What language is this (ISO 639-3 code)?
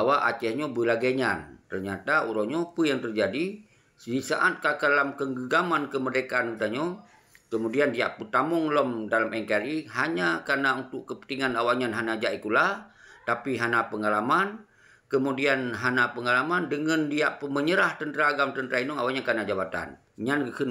ace